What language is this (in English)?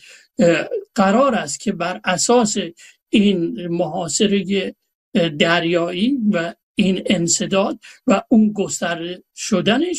Persian